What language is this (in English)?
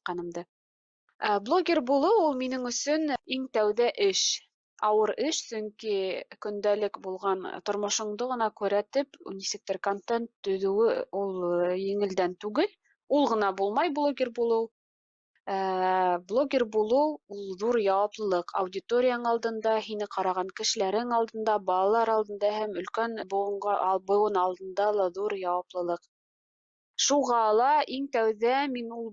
Bashkir